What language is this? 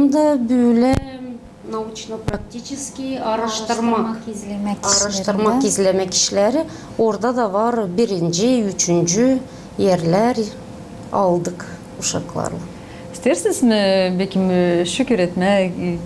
Gagauz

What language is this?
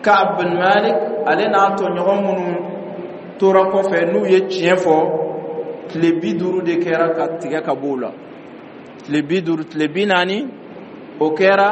Dyula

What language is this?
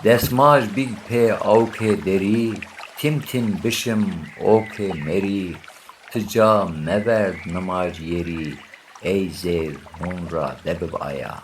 Zaza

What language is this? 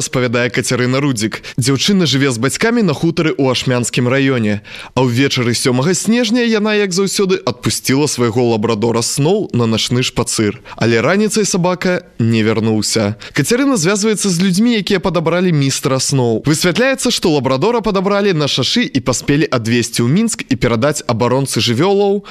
Belarusian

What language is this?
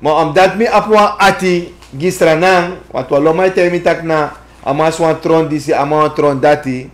Sranan Tongo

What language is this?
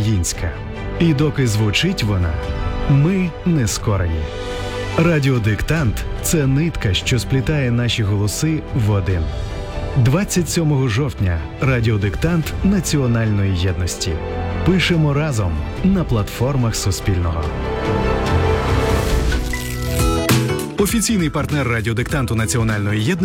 Ukrainian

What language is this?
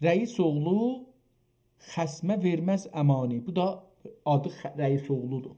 South Azerbaijani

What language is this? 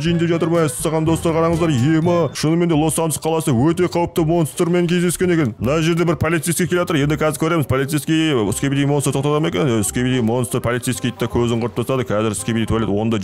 Kazakh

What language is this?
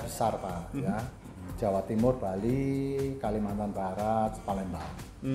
Indonesian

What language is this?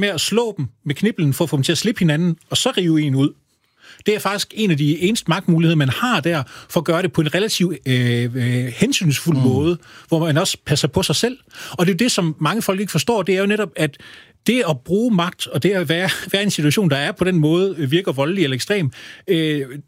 Danish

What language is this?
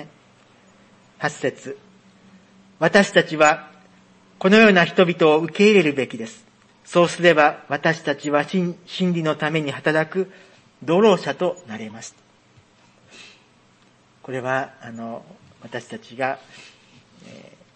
Japanese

